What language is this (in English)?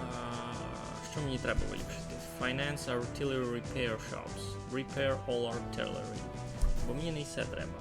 Rusyn